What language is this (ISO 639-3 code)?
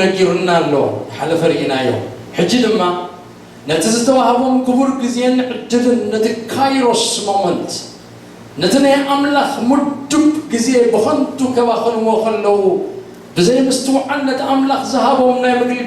tir